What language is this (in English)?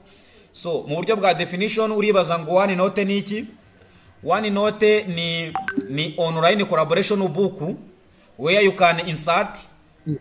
Kinyarwanda